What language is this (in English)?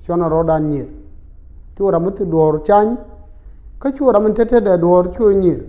Nuer